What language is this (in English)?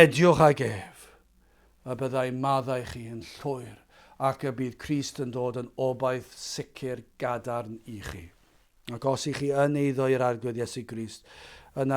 Welsh